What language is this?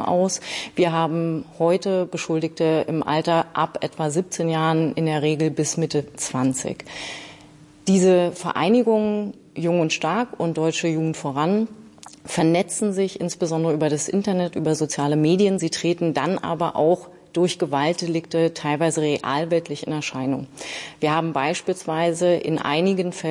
German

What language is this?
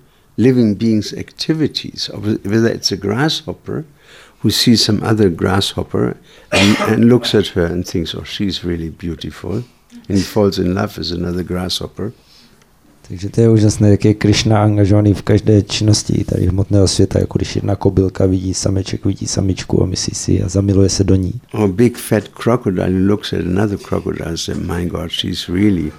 Czech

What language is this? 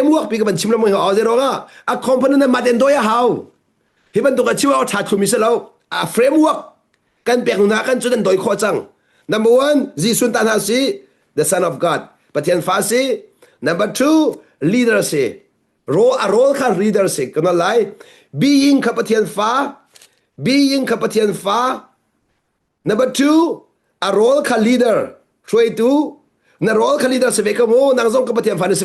Hakha Chin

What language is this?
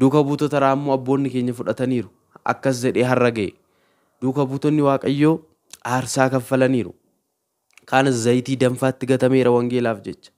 Oromo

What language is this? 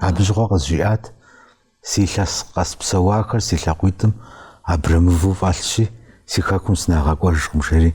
Kabardian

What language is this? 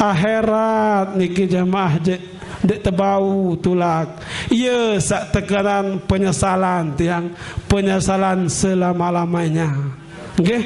Sasak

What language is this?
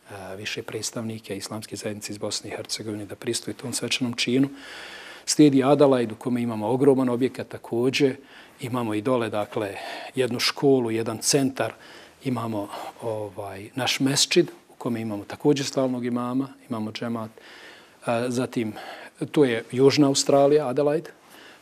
Bosnian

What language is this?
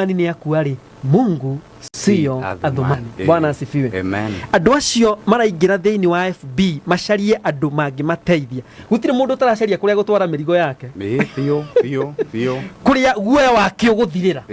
Kikuyu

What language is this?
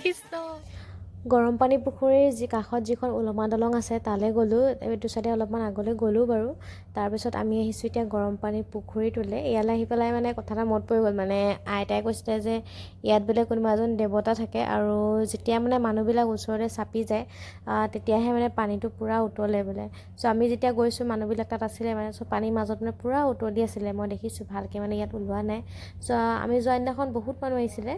Assamese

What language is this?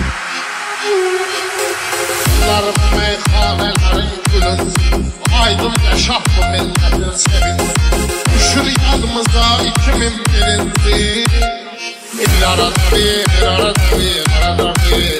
Turkish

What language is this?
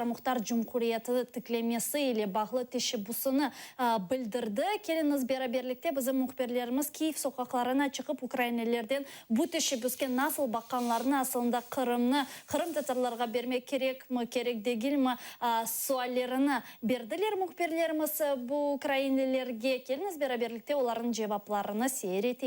Crimean Tatar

